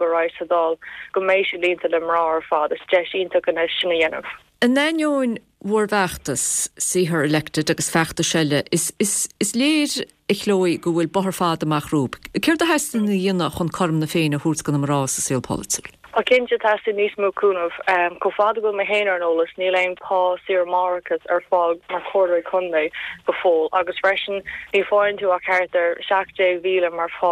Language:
Irish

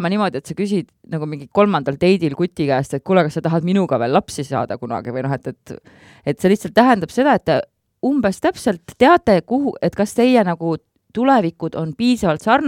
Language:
Estonian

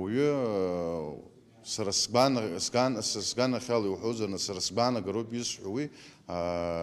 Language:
Abkhazian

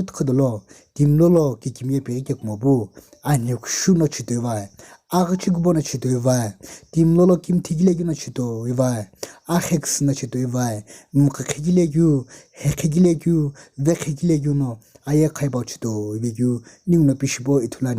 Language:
Sumi Naga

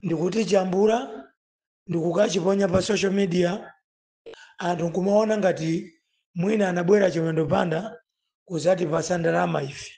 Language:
Nyanja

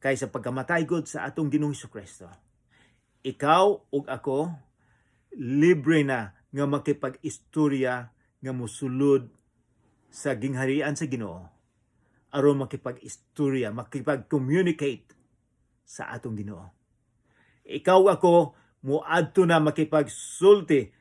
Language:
Cebuano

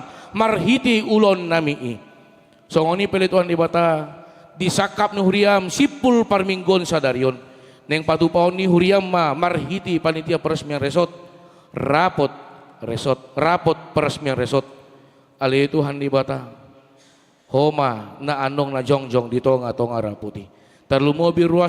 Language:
Batak Toba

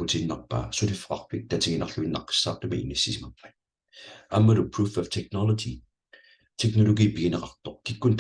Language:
Kalaallisut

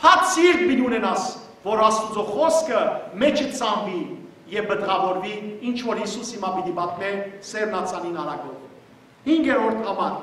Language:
Western Armenian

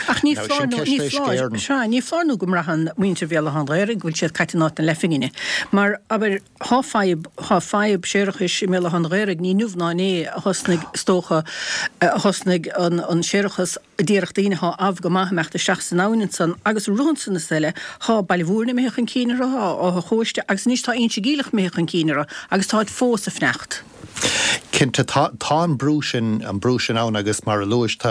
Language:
Irish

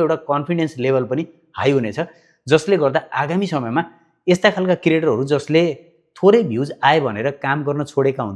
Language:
Nepali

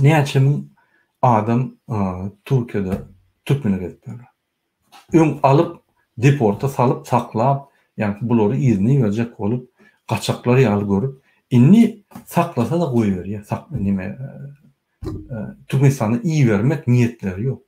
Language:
Turkmen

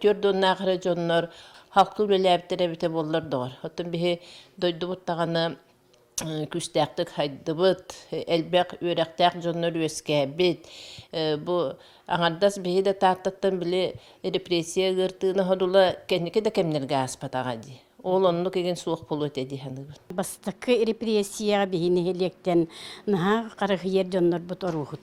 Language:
Yakut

